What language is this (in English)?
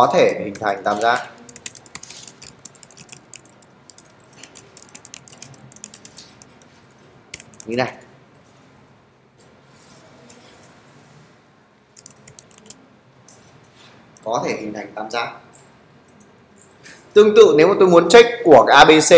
Vietnamese